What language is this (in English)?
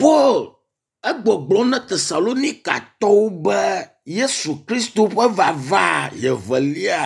Ewe